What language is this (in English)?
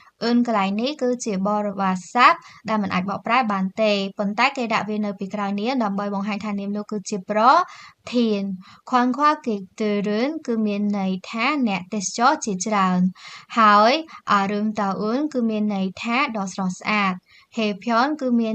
Khmer